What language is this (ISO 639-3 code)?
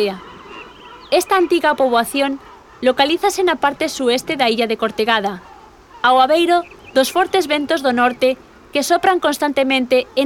glg